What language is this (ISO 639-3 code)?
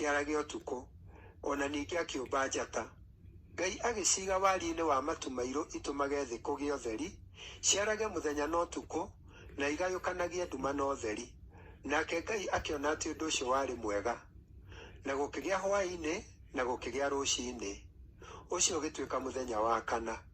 kik